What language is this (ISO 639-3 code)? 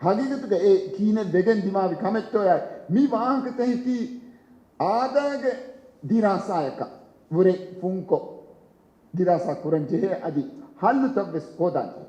div